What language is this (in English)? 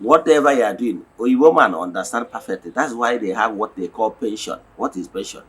Igbo